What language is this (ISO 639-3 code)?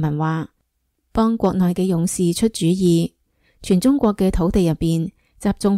yue